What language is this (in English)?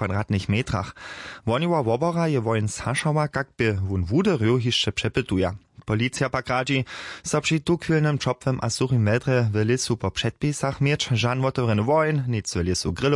Upper Sorbian